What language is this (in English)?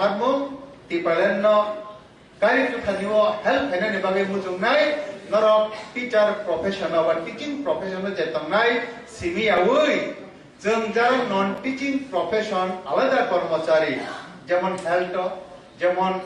Kok Borok